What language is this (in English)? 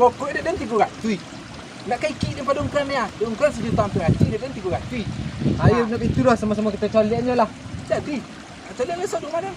Minangkabau